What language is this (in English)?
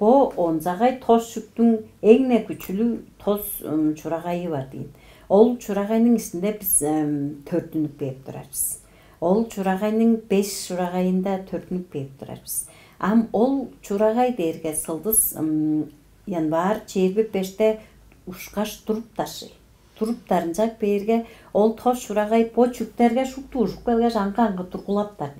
Tuvinian